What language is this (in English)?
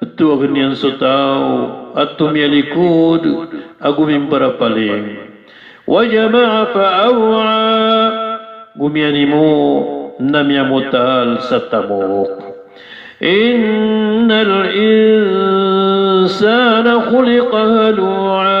Maranao